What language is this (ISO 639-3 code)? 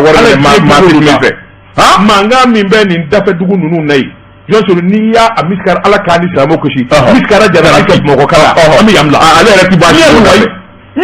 bam